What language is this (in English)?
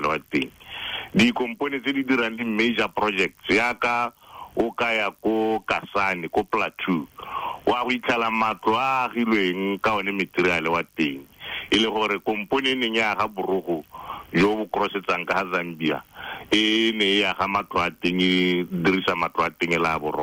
Tswana